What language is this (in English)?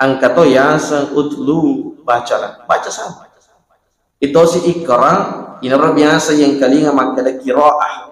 Buginese